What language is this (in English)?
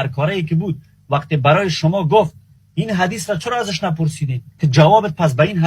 Persian